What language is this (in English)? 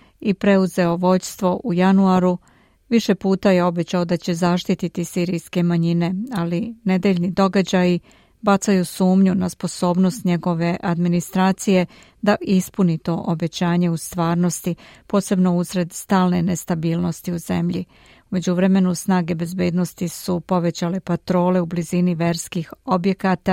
Serbian